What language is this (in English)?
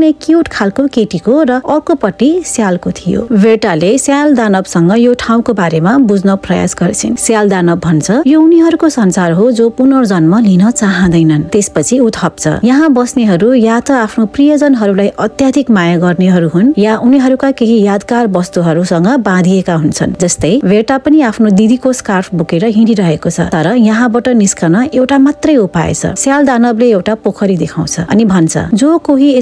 Nepali